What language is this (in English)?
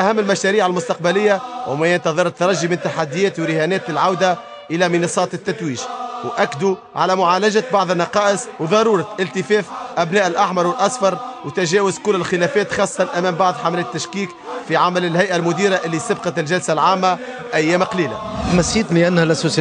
Tunisian Arabic